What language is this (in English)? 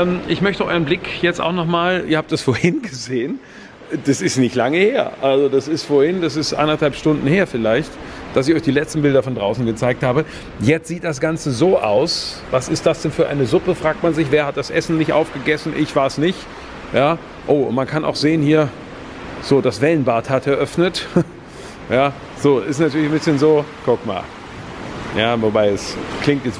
German